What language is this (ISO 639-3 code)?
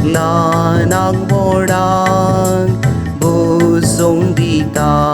kok